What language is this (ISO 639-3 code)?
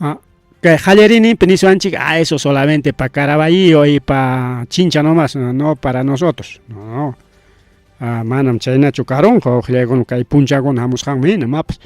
quy